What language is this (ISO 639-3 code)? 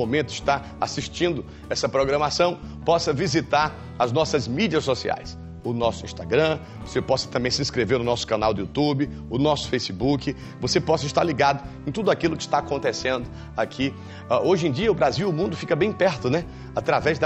por